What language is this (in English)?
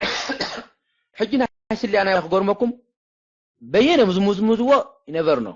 Tigrinya